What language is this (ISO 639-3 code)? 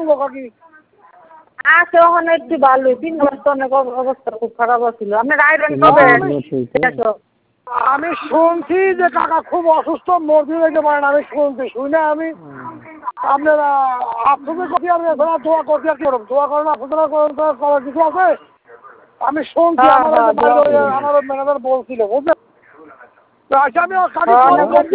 ben